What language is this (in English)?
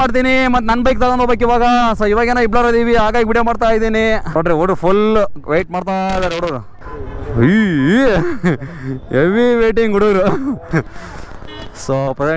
Kannada